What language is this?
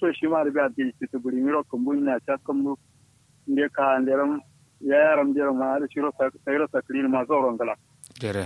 Kanuri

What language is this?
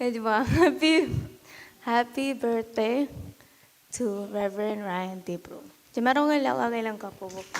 Marshallese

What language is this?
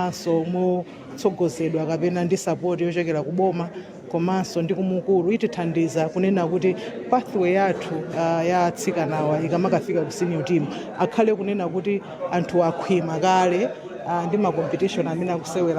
Nyanja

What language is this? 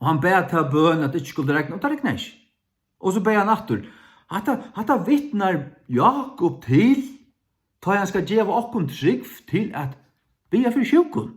Faroese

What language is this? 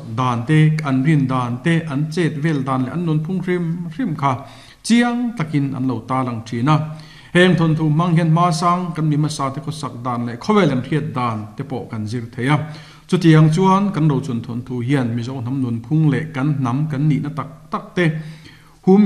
Mizo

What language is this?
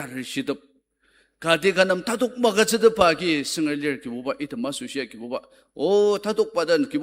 Ao Naga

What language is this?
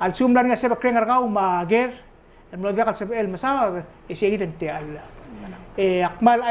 Palauan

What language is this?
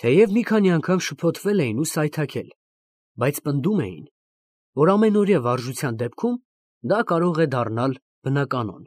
Armenian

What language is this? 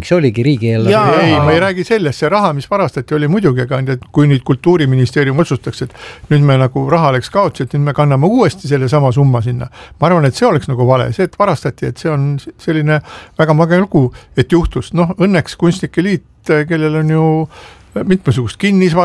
Estonian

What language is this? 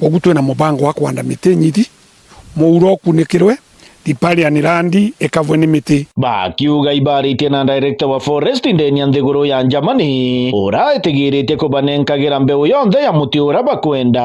Meru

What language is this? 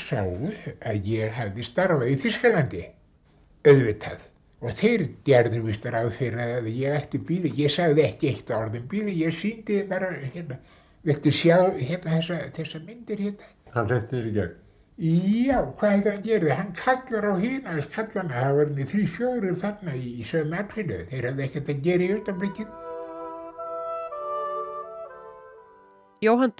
Icelandic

